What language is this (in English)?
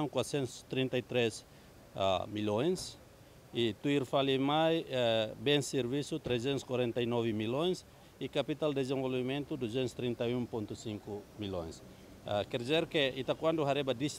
Tetum